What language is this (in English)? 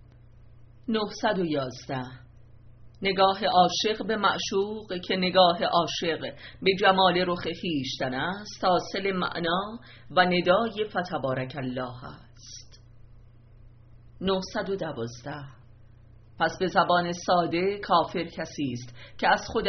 Persian